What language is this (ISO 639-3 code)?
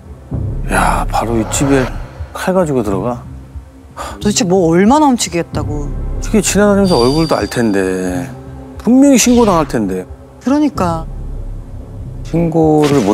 kor